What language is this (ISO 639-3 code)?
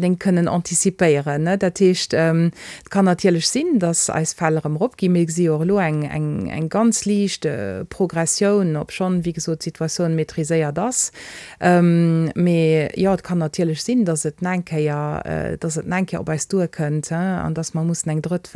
ltz